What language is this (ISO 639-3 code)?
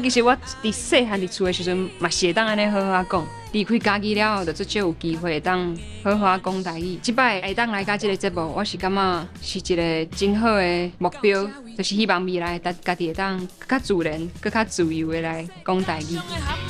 nan